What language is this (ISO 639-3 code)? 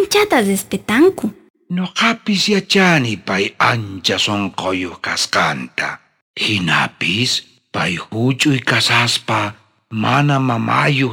quh